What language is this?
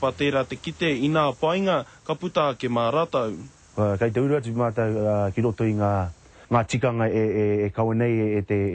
Māori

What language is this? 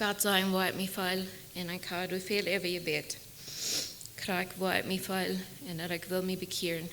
Plautdietsch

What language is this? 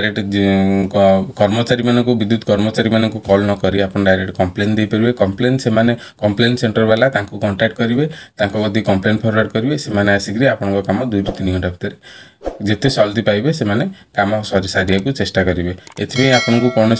Odia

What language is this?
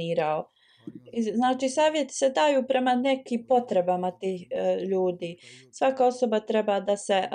Bosnian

